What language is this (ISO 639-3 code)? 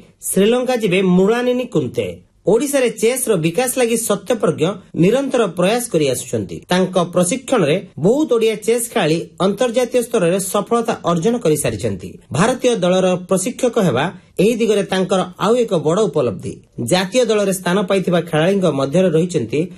ori